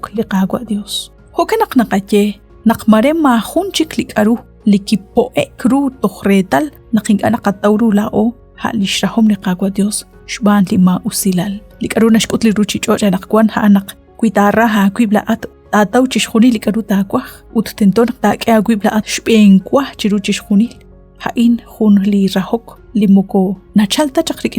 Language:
Kekchí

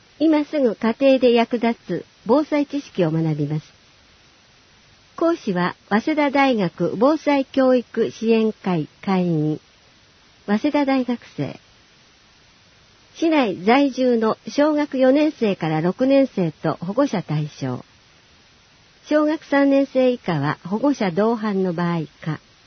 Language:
Japanese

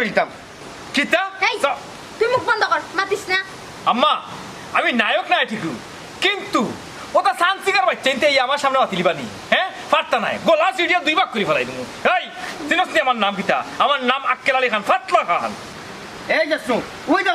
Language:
Sylheti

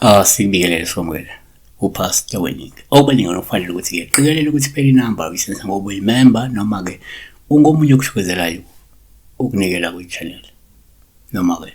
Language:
Zulu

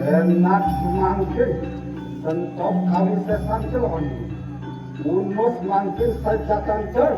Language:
Balinese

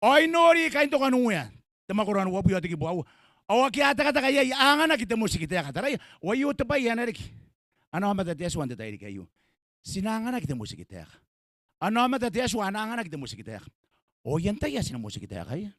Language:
Gilbertese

